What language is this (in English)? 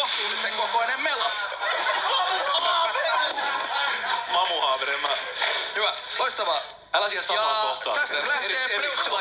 Finnish